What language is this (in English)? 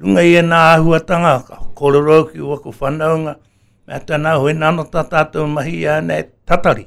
Māori